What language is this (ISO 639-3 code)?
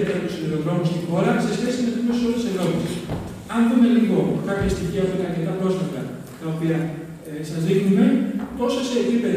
ell